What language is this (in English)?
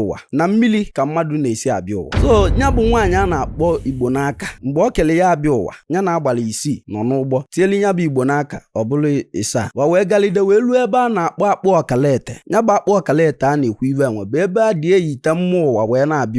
Igbo